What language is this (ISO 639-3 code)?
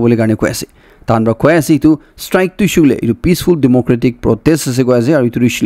nag